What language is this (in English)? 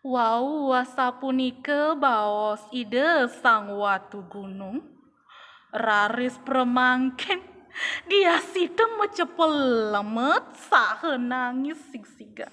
Balinese